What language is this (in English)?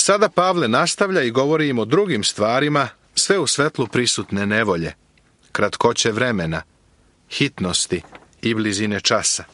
Serbian